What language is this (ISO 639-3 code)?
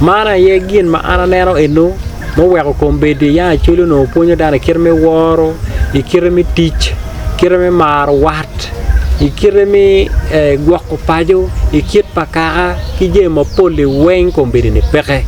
ach